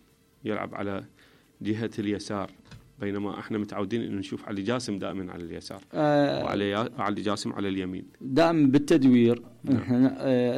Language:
Mesopotamian Arabic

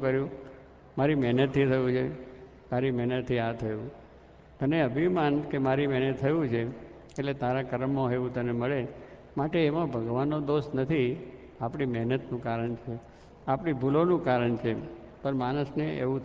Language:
Gujarati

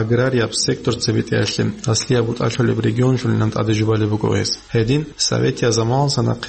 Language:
Avaric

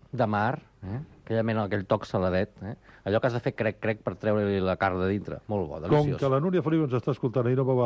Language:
Catalan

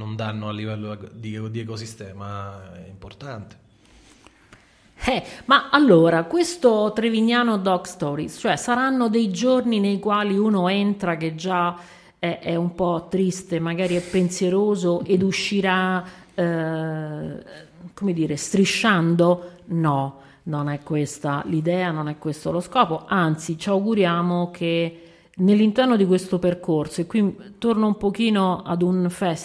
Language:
Italian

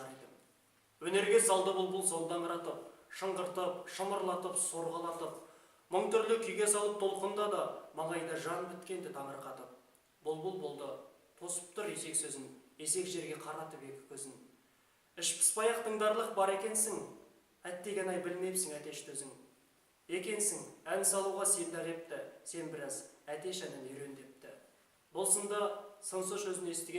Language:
Kazakh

